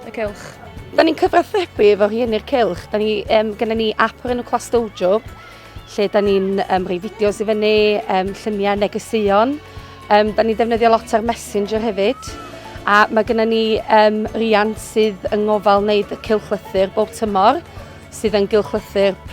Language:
Welsh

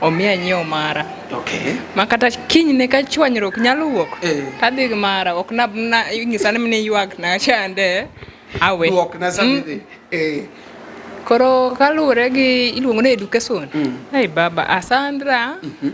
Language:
Luo (Kenya and Tanzania)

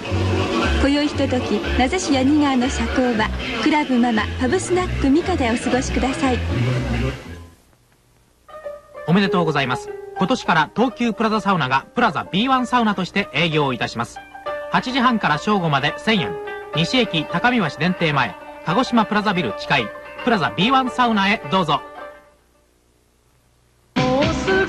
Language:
Japanese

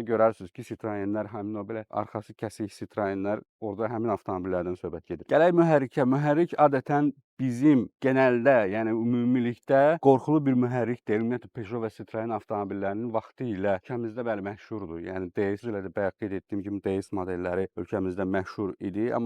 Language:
Azerbaijani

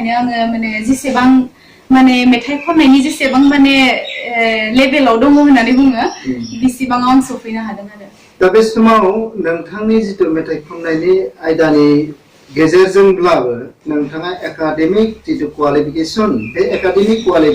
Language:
Bodo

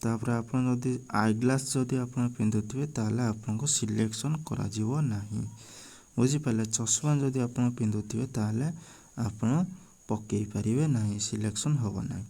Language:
Odia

